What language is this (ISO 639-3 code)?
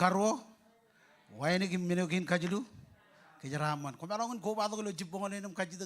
mah